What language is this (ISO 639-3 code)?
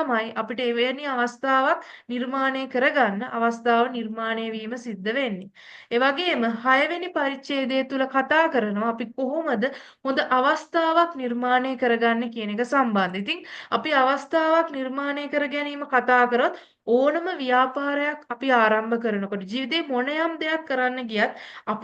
sin